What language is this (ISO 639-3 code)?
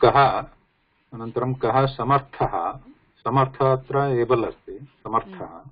san